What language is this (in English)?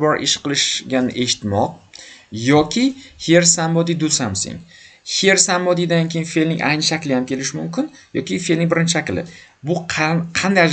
Uzbek